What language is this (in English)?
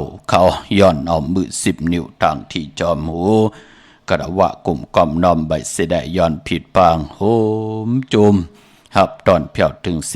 Shan